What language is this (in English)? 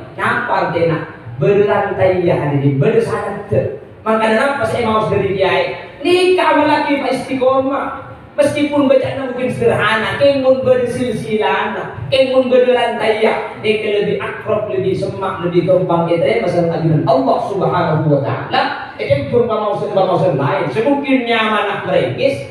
Madurese